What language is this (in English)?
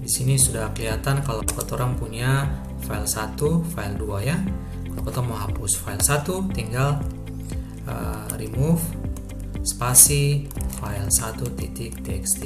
Ambonese Malay